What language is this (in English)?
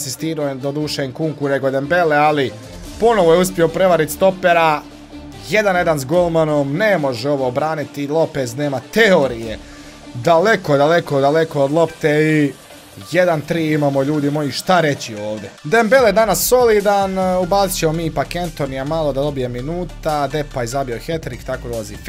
Croatian